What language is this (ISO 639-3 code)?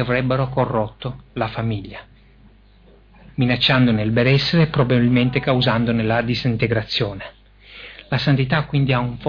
ita